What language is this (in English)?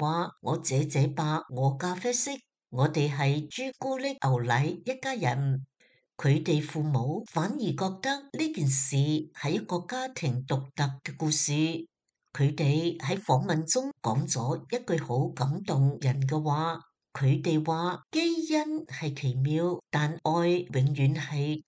Cantonese